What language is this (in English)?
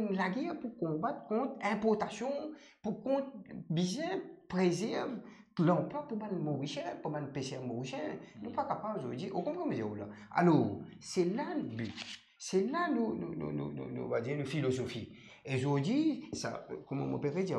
Morisyen